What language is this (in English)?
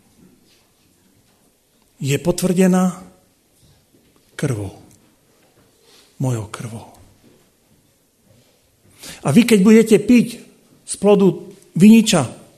Slovak